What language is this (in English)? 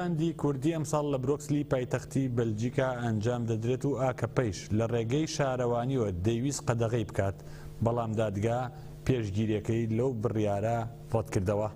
Central Kurdish